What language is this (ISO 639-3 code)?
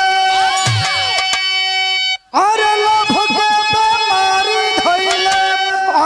bho